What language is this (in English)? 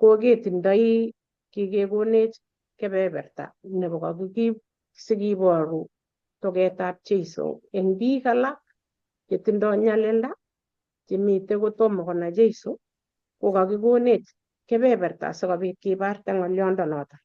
Kalenjin